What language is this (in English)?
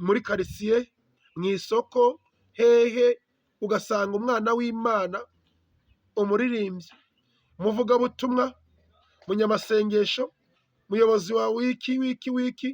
Kinyarwanda